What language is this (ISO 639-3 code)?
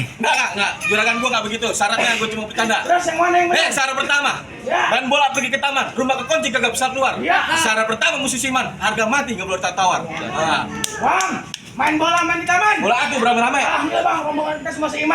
bew